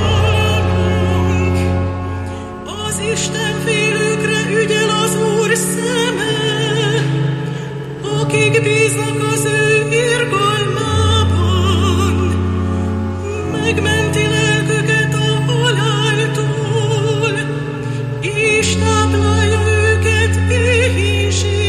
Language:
Hungarian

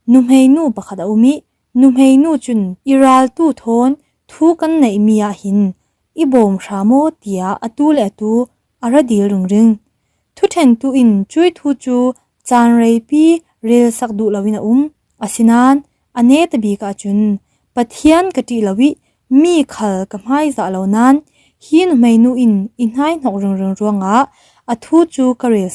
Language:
Falam Chin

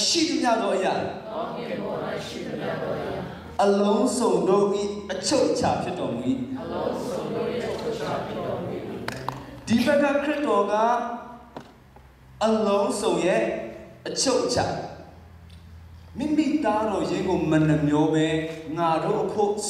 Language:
Burmese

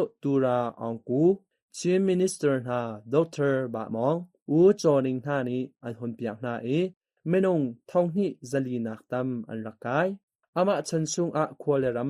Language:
Hakha Chin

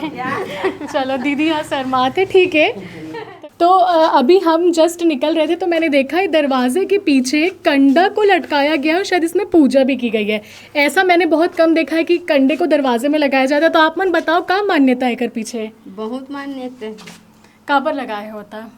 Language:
Chhattisgarhi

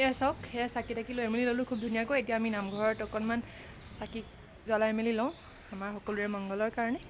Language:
Assamese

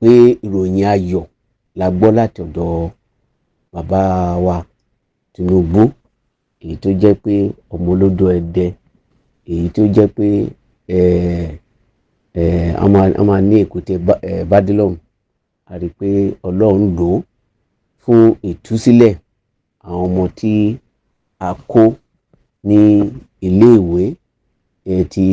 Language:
Yoruba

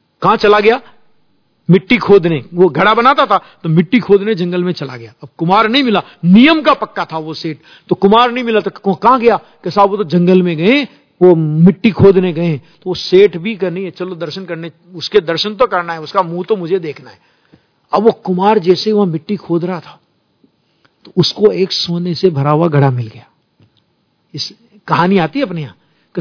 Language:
Hindi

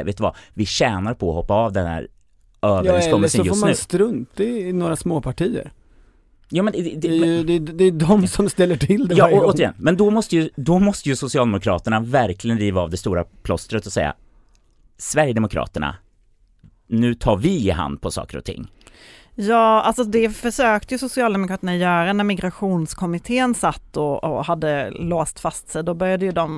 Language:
Swedish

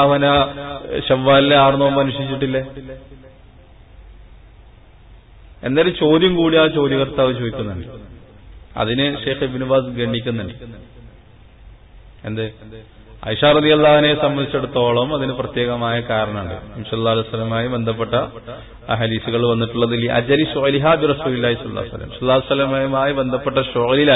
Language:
Malayalam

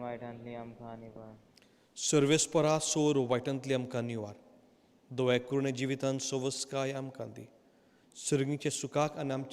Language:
Konkani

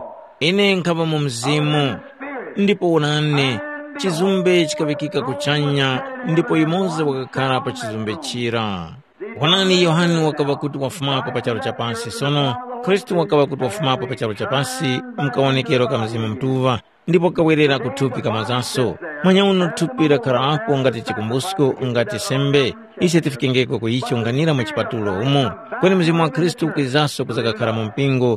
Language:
Tumbuka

